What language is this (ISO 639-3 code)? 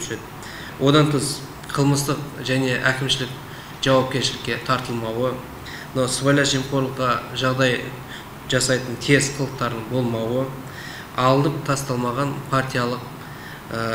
kaz